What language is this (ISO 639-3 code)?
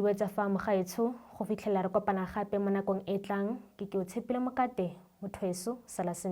tsn